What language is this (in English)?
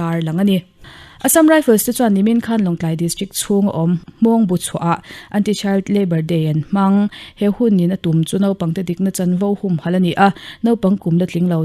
Mizo